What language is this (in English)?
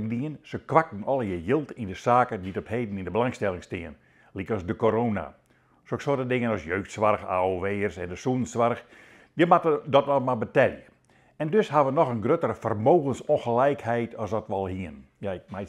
Western Frisian